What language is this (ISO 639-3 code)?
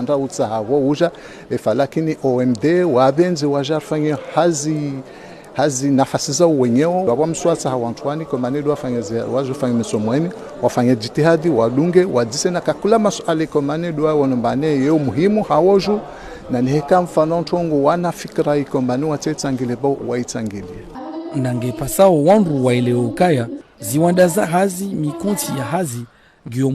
zdj